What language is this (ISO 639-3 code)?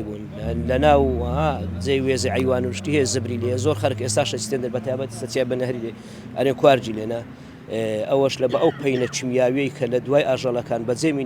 ckb